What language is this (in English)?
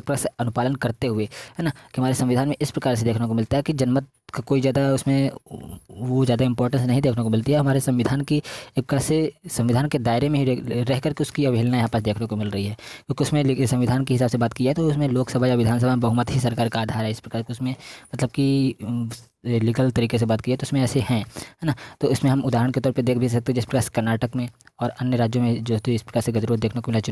Hindi